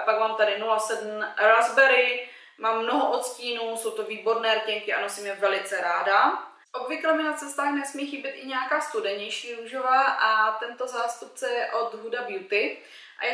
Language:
Czech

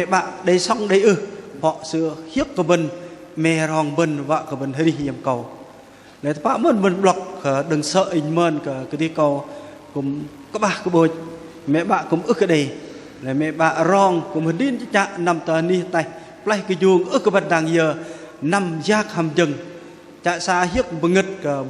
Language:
Bahnar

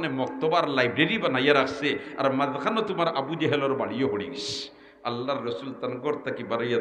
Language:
Sylheti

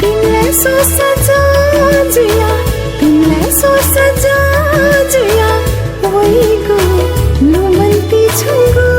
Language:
Newari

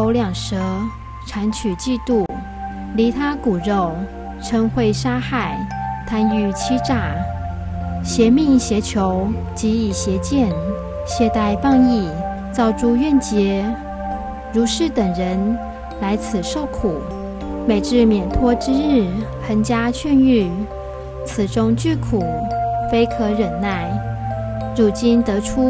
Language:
Chinese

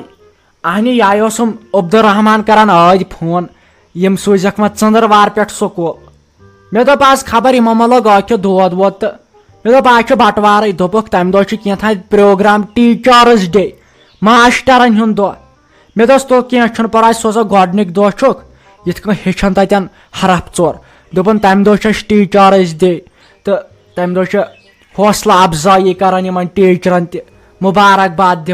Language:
Kashmiri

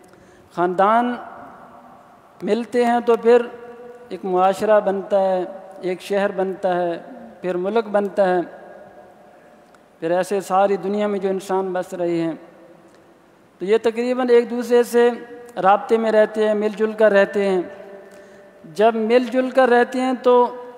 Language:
Urdu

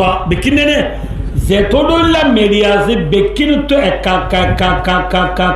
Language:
Rohingya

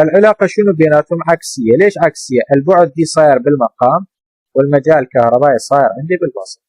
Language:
Mesopotamian Arabic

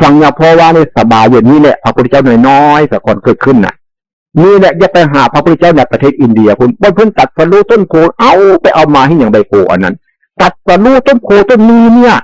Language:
Northeastern Thai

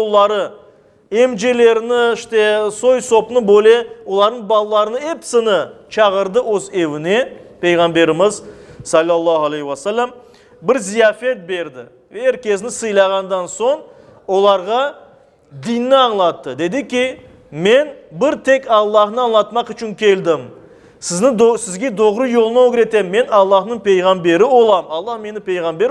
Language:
Crimean Tatar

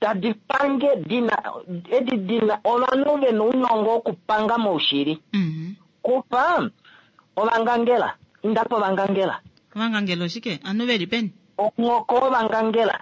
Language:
Kuanyama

